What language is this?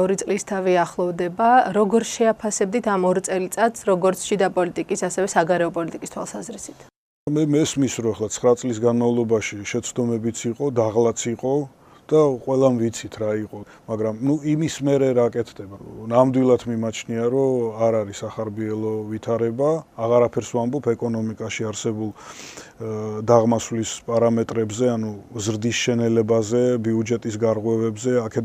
Georgian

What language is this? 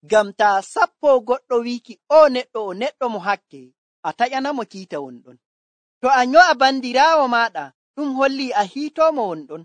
Nigerian Fulfulde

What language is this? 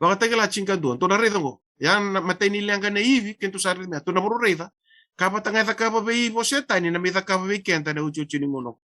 Fijian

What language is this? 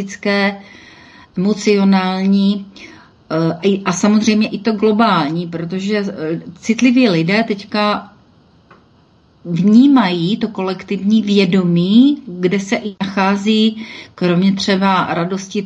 Czech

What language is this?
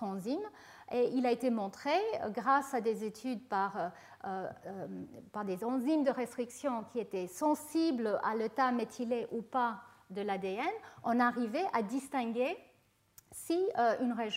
French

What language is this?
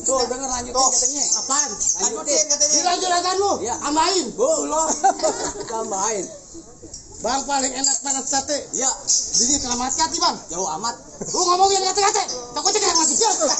Betawi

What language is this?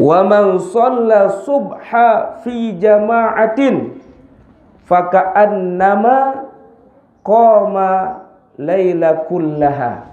Sasak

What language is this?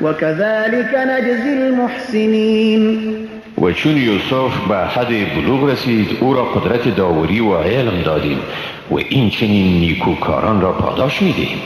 Persian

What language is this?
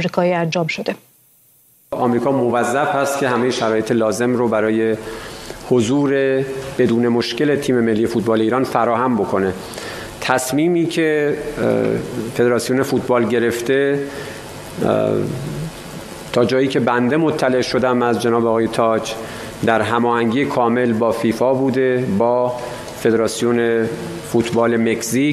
Persian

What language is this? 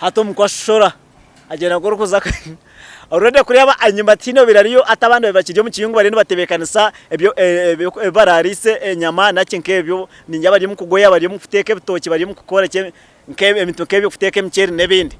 Nyankole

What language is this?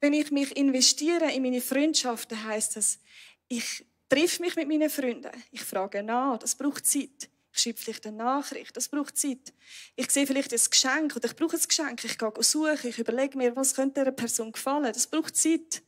Swiss German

